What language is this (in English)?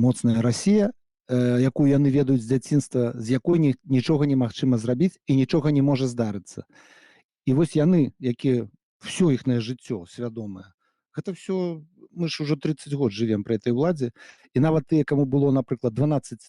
Belarusian